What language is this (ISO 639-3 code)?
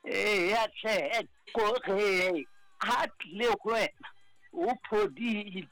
sot